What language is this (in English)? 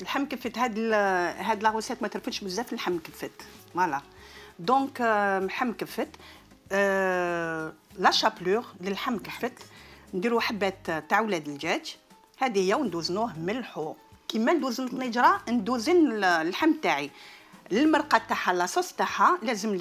Algerian Arabic